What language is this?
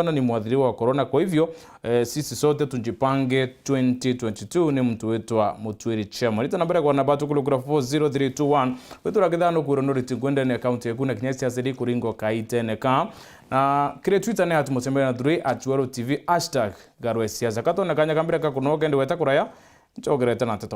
Meru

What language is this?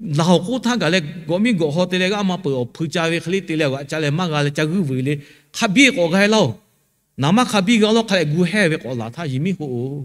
Lahu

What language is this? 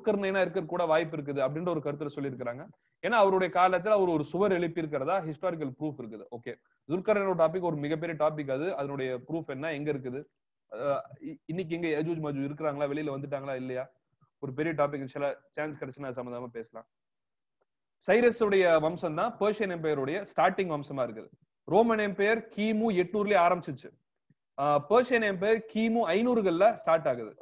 Tamil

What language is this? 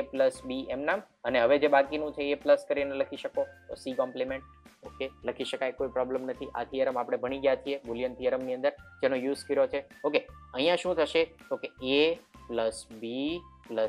Gujarati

